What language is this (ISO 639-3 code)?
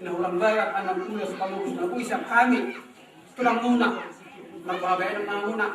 bbc